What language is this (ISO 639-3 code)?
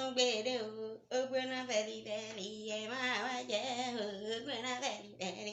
yor